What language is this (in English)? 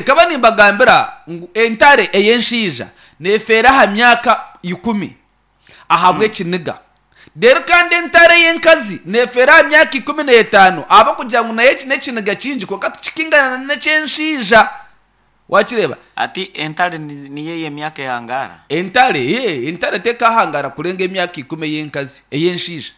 Nyankole